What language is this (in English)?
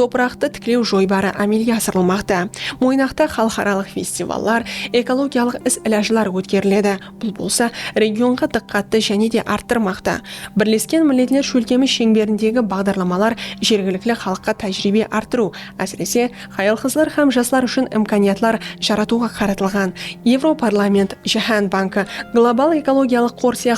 Kara-Kalpak